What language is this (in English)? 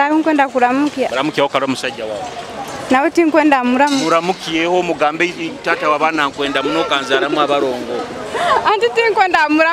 Nyoro